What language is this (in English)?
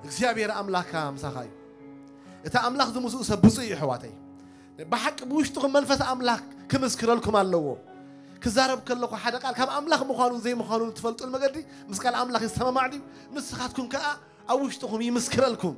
Tigrinya